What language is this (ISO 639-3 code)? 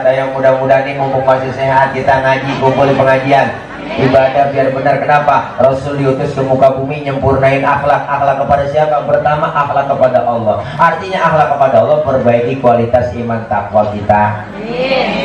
bew